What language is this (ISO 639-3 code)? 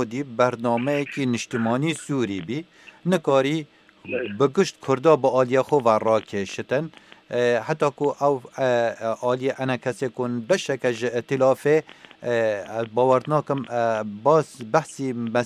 kur